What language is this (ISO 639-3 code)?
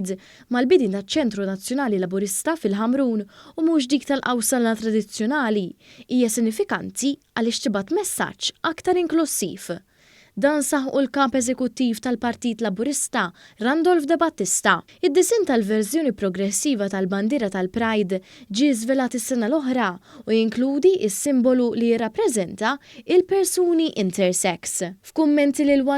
mlt